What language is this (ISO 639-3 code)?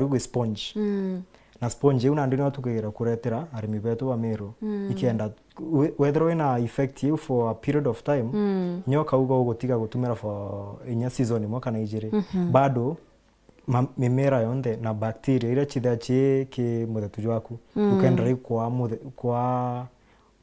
mer